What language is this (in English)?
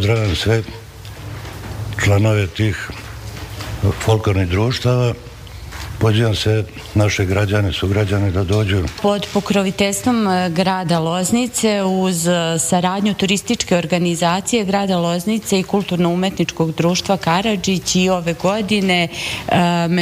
Serbian